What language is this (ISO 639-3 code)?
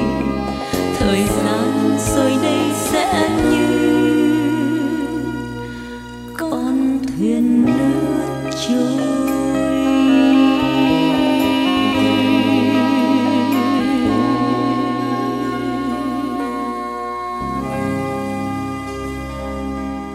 vie